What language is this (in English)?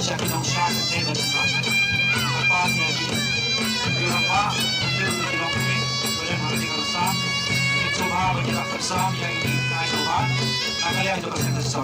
Khasi